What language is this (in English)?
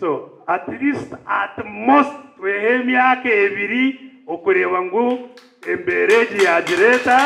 Nyankole